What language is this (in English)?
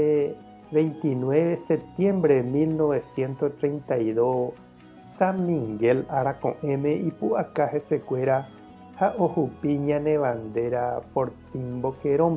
Guarani